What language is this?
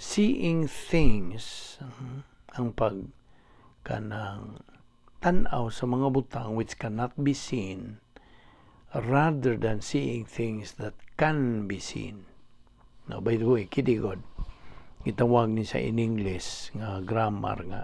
Cebuano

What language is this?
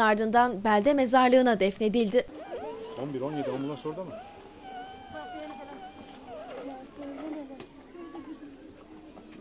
Turkish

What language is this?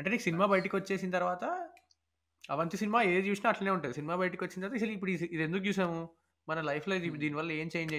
Telugu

